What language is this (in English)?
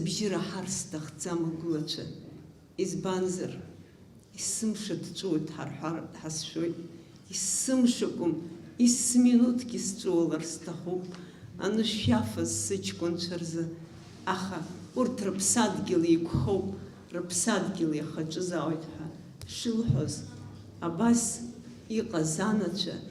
Abkhazian